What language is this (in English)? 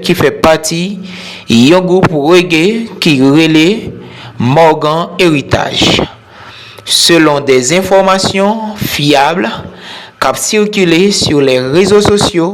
Haitian Creole